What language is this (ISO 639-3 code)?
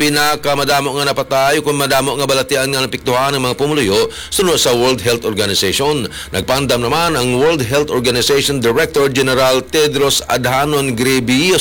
hil